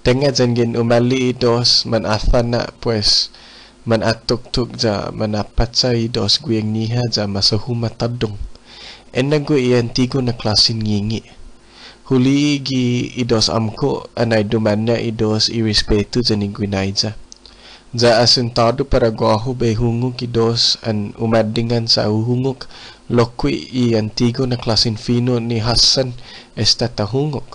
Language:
Chamorro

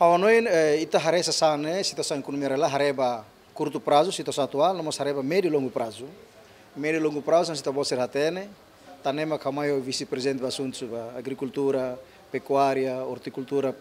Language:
Tetum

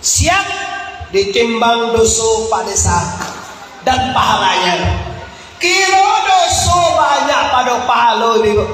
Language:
Minangkabau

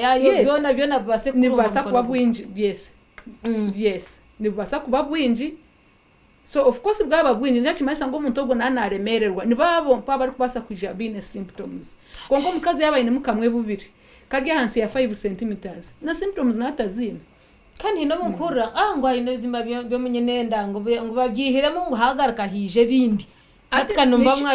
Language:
Nyankole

